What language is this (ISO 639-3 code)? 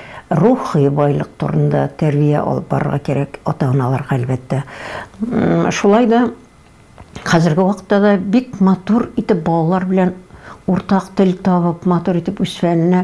tat